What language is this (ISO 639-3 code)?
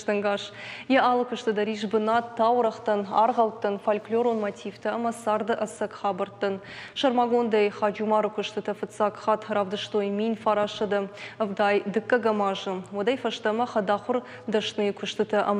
oss